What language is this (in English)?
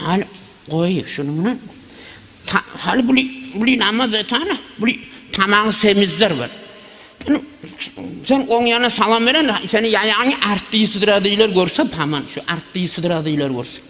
Kumyk